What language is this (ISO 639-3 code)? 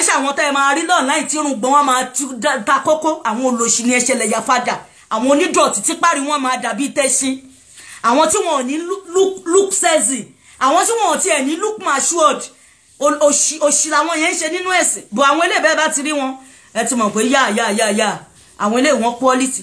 yor